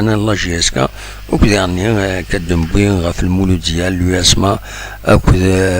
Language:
Kabyle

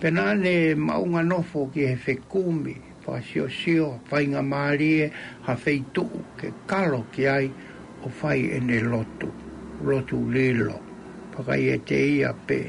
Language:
Tongan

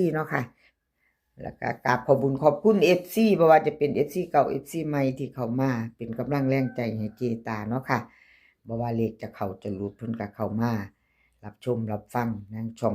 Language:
Northeastern Thai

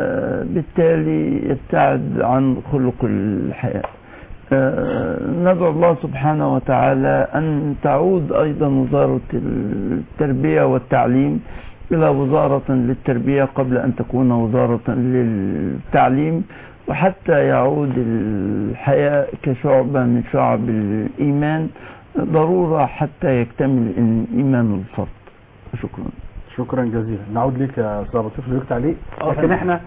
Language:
Arabic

